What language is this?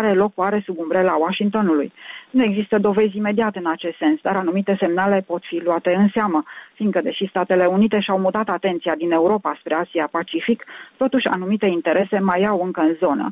Romanian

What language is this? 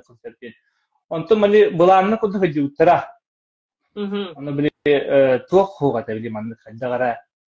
Yakut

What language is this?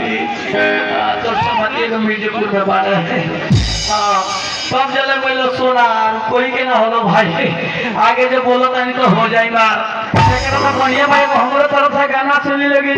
Bhojpuri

